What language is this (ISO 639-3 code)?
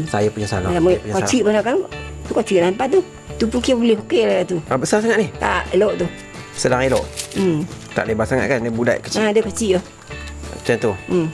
msa